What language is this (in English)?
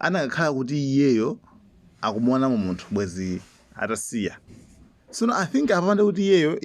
Nyanja